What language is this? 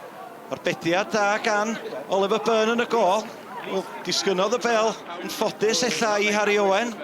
Welsh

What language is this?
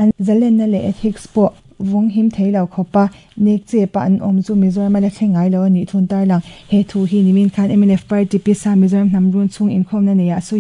Mizo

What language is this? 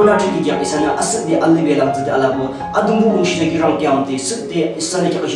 Yimchungru Naga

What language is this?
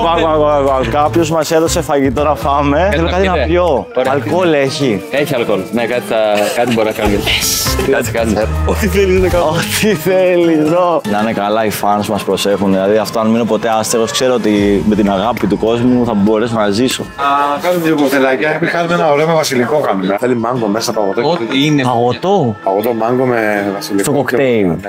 Greek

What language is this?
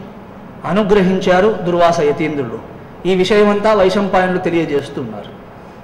Telugu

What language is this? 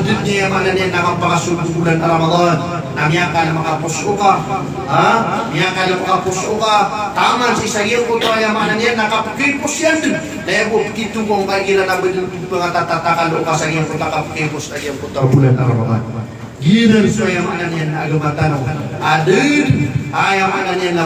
Maranao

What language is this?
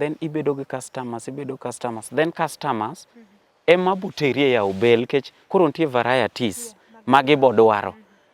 Luo (Kenya and Tanzania)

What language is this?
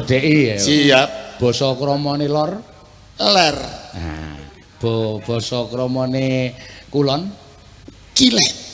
Javanese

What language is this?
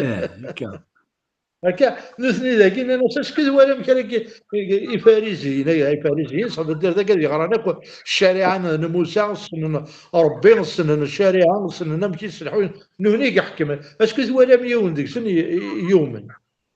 Kabyle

